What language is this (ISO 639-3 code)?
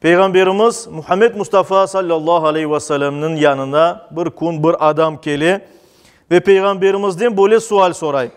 crh